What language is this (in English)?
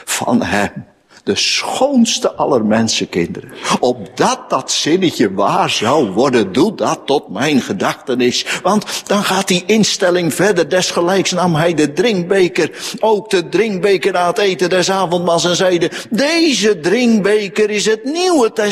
Dutch